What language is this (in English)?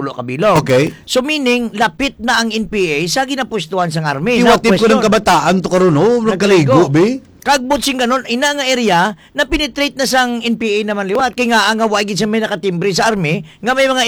Hiligaynon